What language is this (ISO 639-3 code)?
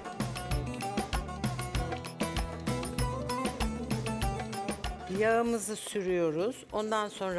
tur